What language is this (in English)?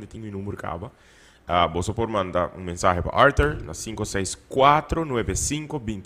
Papiamento